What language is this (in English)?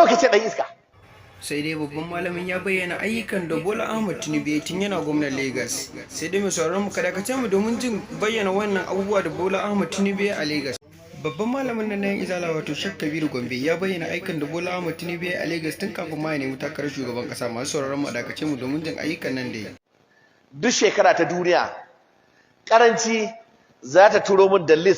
Hausa